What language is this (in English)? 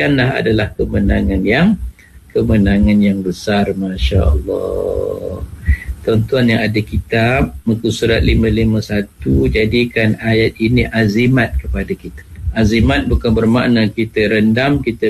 Malay